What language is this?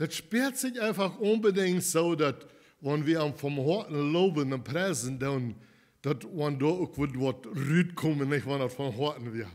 Plautdietsch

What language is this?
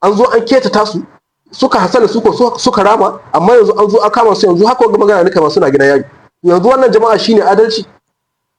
Hausa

